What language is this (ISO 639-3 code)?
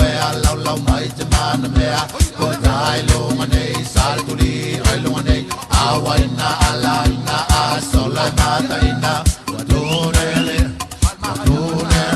smo